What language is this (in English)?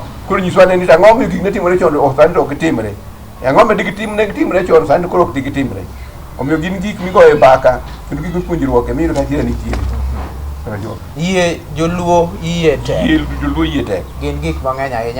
Luo (Kenya and Tanzania)